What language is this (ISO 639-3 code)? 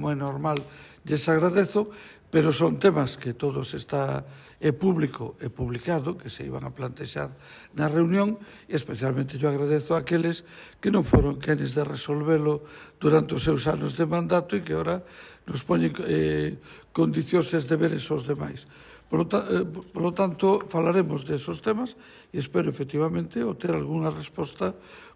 glg